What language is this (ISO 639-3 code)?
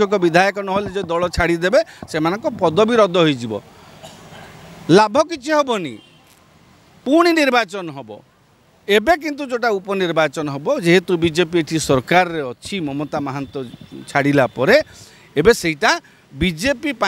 ori